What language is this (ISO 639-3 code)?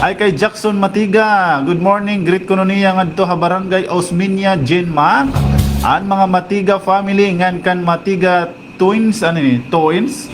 war